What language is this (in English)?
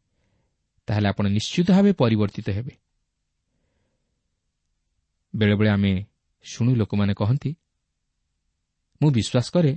Odia